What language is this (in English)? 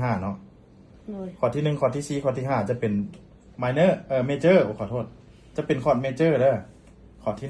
Northeastern Thai